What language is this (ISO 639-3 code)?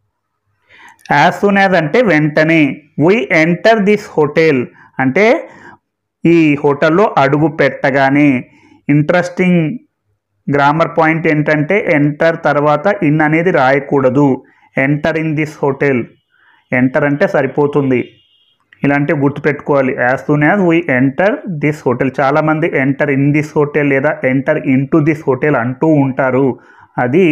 tel